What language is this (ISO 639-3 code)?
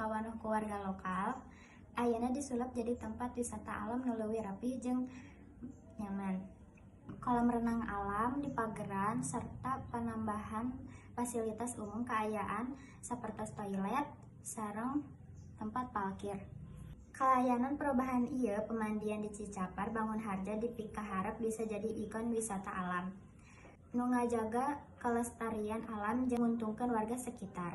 sun